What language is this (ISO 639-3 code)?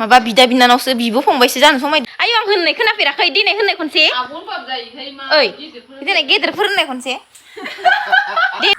brx